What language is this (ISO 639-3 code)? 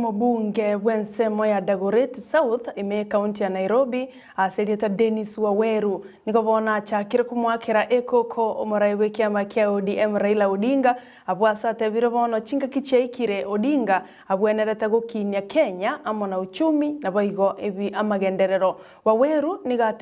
guz